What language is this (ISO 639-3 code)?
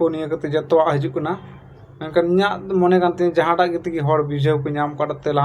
sat